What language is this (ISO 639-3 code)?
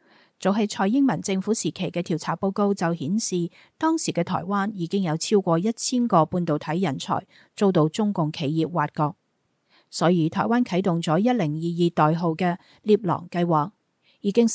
yue